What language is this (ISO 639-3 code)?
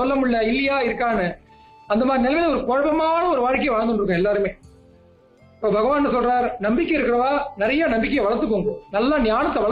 tam